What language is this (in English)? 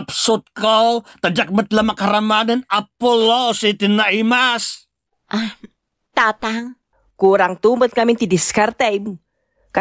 Iloko